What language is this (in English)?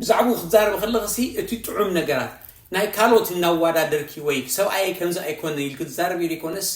Tigrinya